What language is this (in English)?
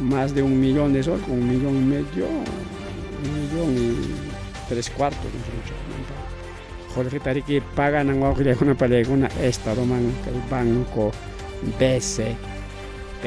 Ayacucho Quechua